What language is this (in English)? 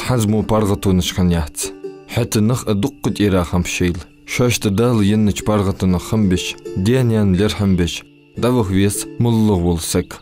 Ingush